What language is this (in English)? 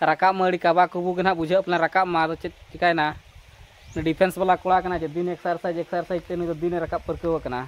Santali